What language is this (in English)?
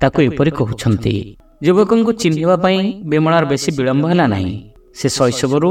Odia